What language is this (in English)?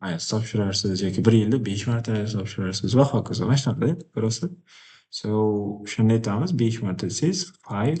Uzbek